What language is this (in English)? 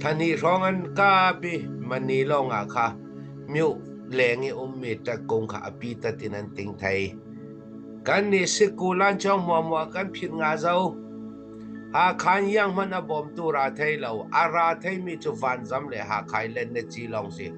Falam Chin